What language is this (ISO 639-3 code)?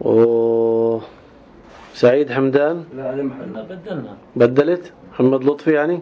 apc